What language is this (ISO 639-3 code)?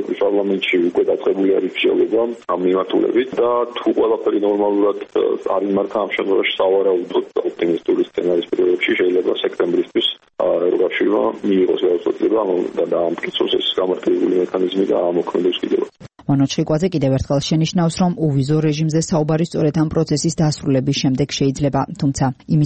kat